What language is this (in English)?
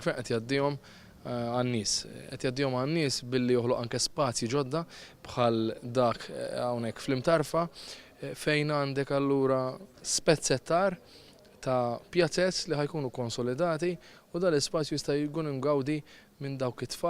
Maltese